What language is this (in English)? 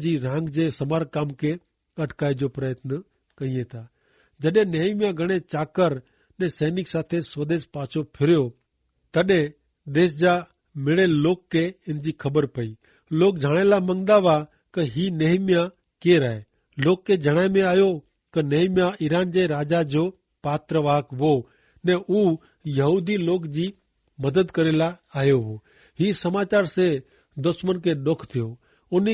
Kachhi